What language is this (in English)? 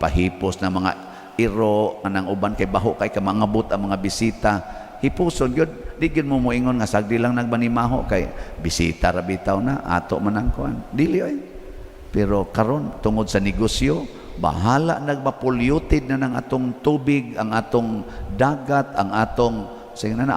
Cebuano